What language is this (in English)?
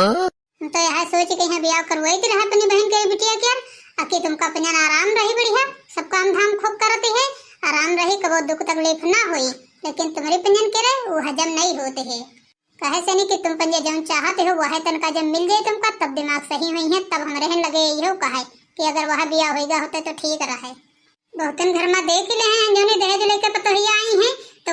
Awadhi